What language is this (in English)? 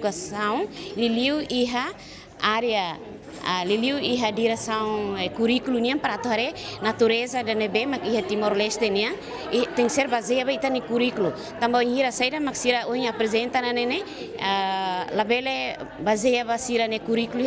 Tetum